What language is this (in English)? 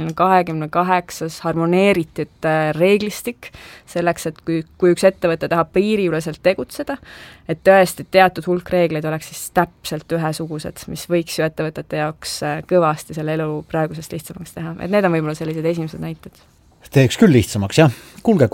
Estonian